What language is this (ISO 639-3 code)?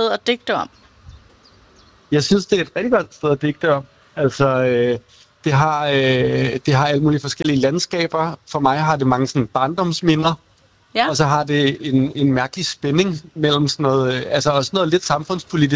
dan